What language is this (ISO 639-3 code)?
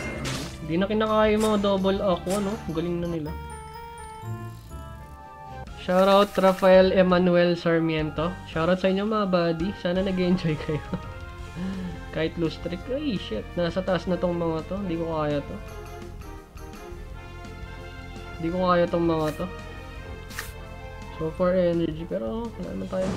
fil